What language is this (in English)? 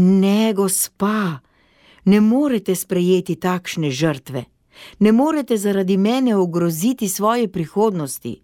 Slovenian